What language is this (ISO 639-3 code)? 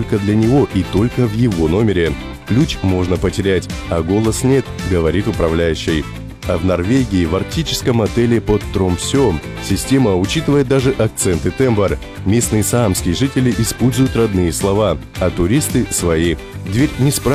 rus